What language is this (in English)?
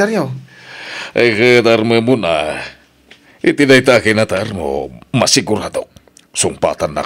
Iloko